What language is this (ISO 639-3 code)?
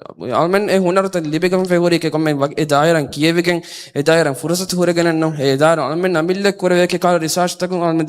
div